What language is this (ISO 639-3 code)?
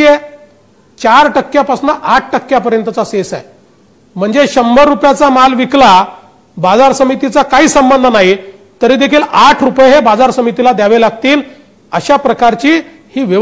mar